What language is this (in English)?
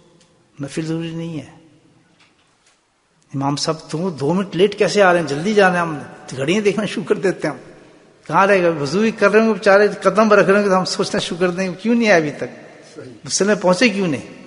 Urdu